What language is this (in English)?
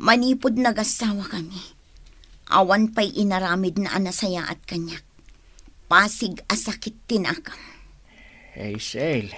Iloko